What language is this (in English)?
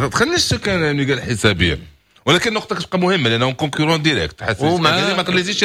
Moroccan Arabic